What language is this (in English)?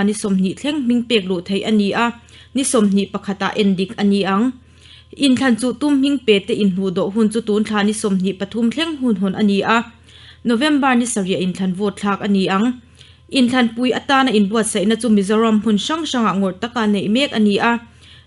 Mizo